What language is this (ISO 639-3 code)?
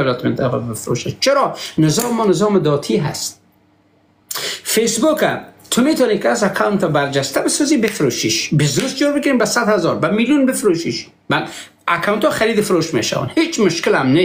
fas